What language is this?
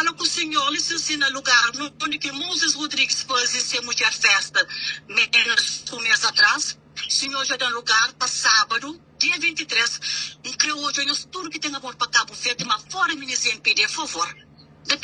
Kabuverdianu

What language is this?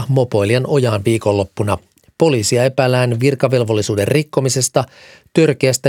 Finnish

